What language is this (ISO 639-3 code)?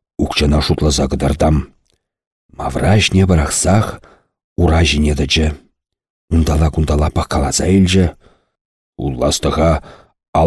chv